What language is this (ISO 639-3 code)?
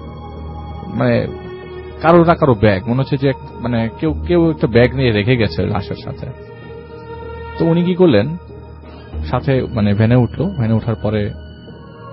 ben